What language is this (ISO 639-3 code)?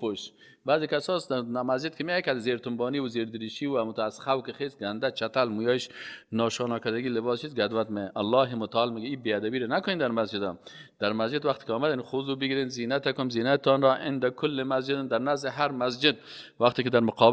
fas